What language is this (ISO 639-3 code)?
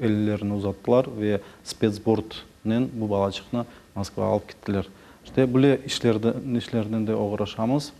crh